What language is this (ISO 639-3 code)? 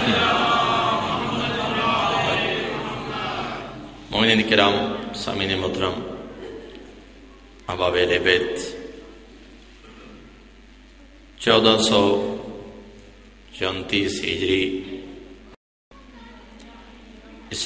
urd